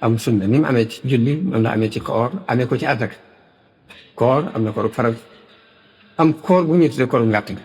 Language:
Wolof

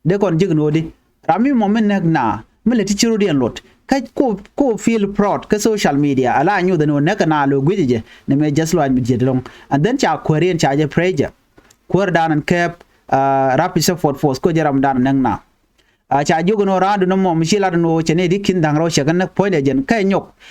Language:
Nuer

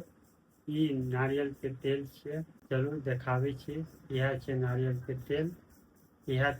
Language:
Maithili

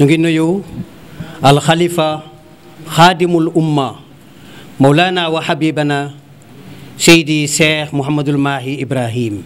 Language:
Wolof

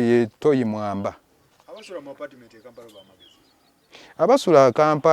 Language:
Ganda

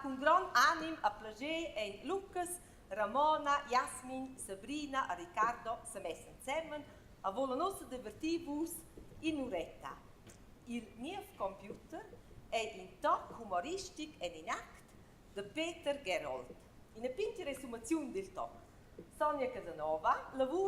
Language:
Romansh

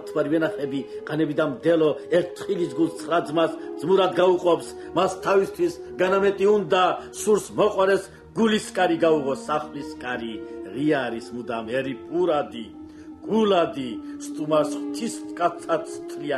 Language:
Georgian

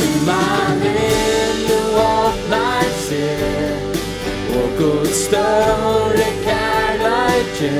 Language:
Faroese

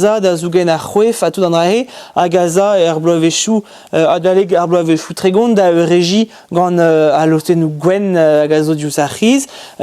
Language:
Breton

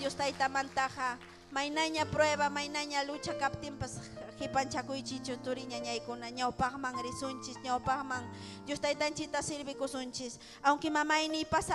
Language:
Ayacucho Quechua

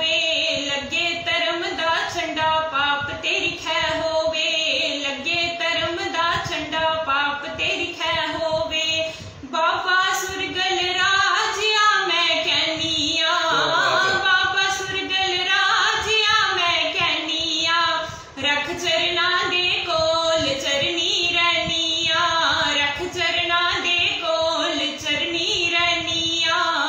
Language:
Dogri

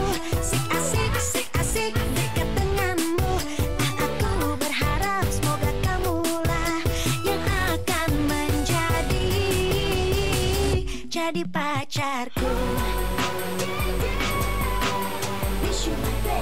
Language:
Indonesian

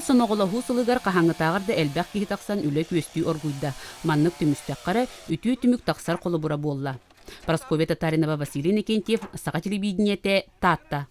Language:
Yakut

